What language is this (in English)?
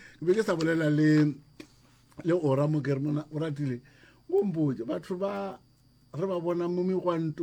Northern Sotho